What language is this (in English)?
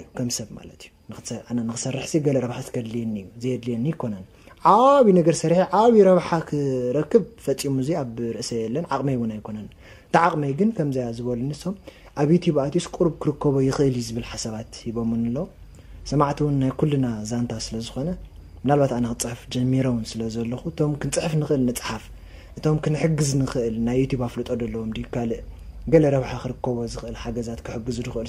Tigrinya